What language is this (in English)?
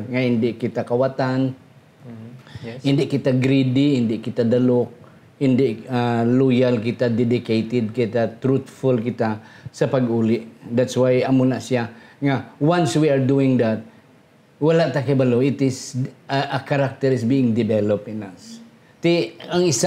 Hiligaynon